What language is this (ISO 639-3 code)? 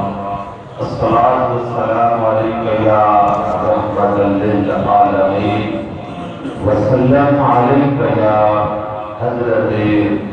skr